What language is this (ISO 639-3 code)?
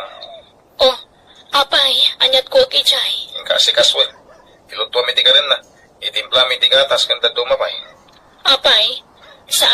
ilo